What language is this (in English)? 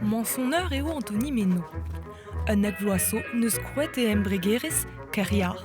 Breton